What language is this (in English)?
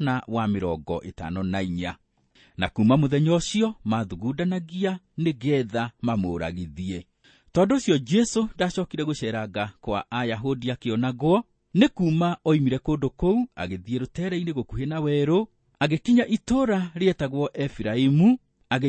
Kikuyu